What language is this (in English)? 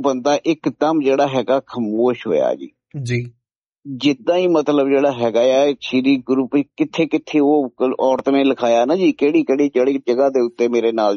Punjabi